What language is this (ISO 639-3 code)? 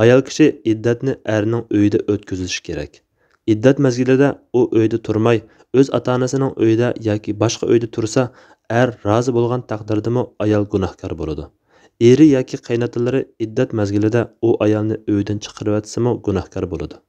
uig